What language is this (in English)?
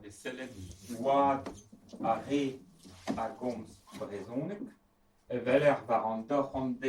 Breton